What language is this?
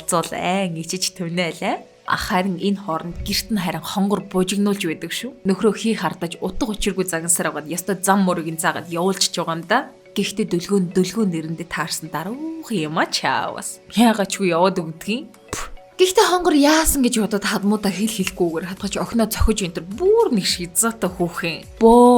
Mongolian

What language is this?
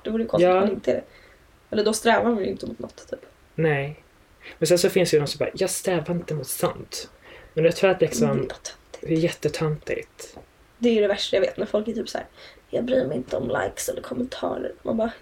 Swedish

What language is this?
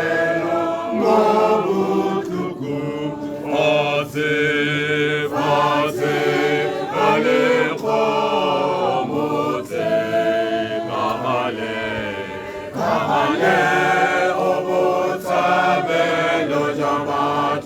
Tswana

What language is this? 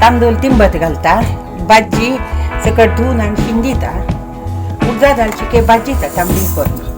Konkani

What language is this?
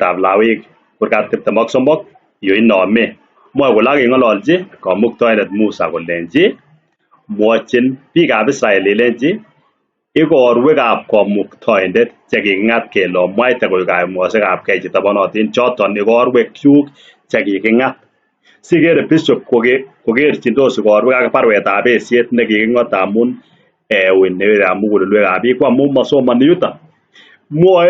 Kalenjin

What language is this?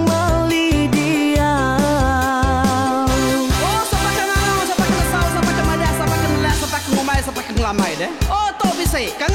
Iban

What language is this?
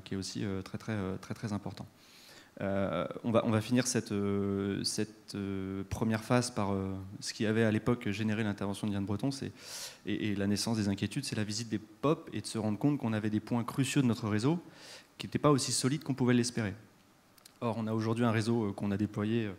French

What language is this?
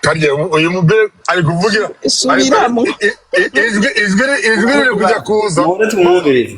Rundi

